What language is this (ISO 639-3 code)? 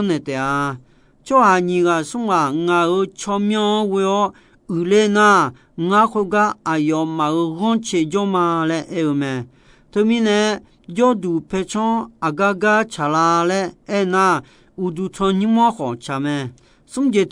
ahk